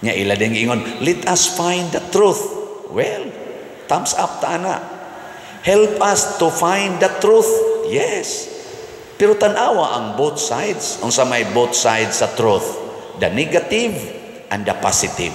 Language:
Cebuano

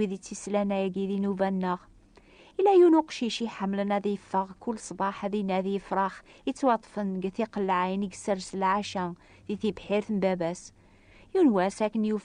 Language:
Kabyle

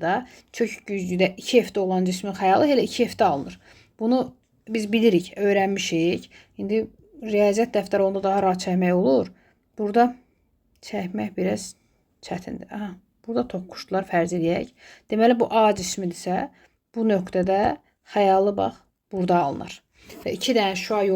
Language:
Azerbaijani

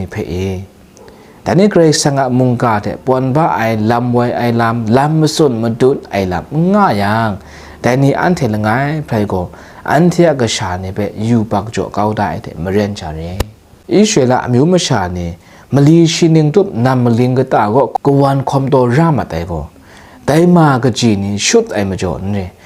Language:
Kachin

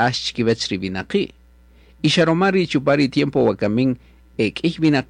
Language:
Kaqchikel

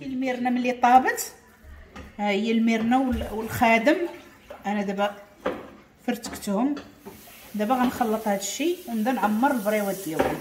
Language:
Moroccan Arabic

